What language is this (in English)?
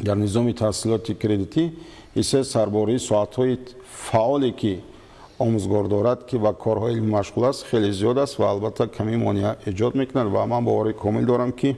Tajik